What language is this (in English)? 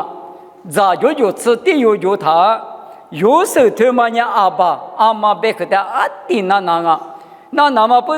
Lisu